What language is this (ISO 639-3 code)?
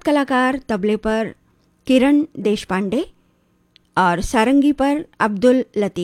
hin